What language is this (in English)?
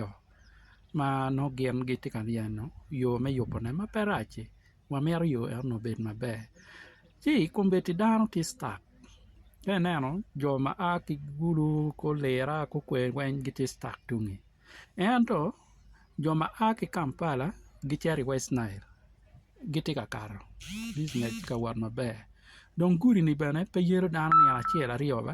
Acoli